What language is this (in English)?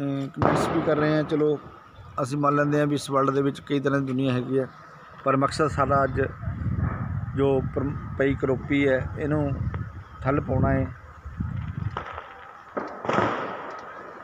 Punjabi